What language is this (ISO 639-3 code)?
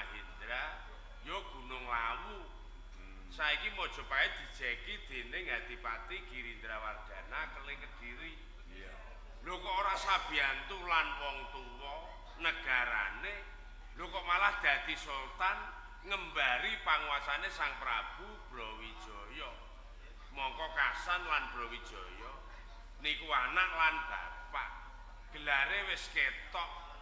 jav